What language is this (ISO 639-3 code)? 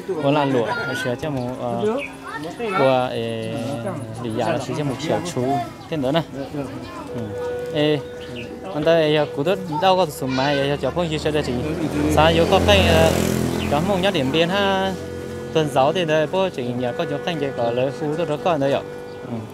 vie